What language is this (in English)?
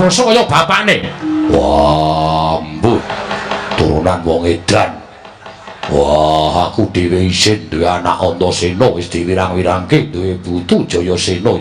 Javanese